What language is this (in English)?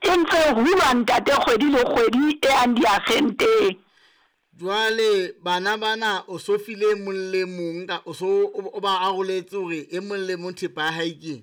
Southern Sotho